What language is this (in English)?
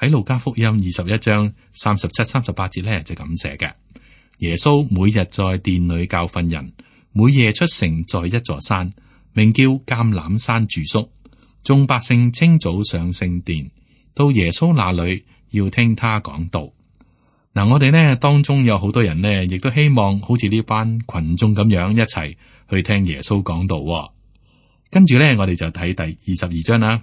Cantonese